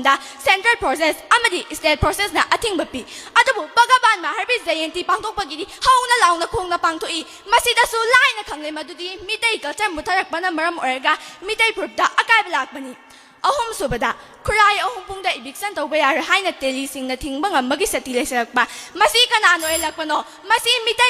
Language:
Manipuri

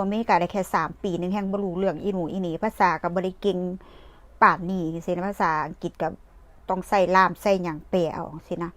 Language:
Northeastern Thai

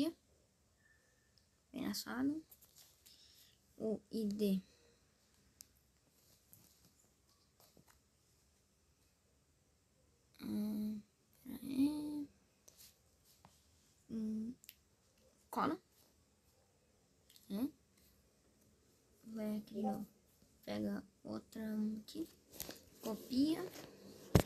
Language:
Portuguese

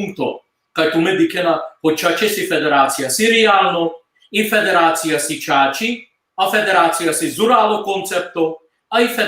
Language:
Balkan Romani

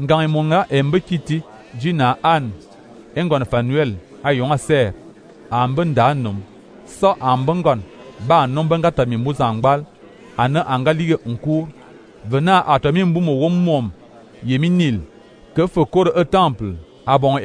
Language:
Fang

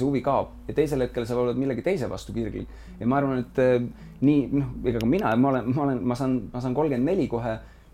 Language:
Estonian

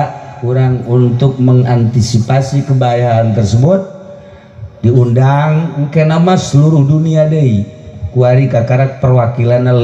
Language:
Sundanese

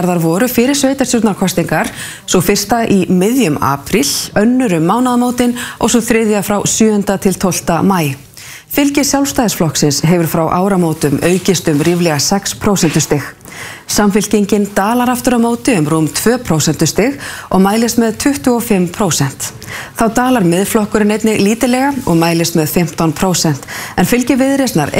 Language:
Icelandic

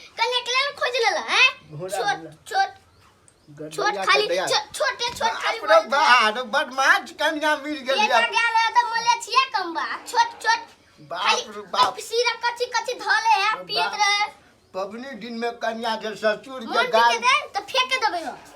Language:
Maithili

